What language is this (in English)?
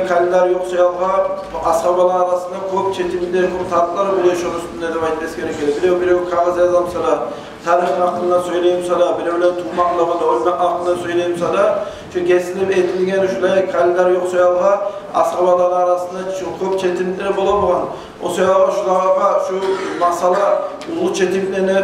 Kumyk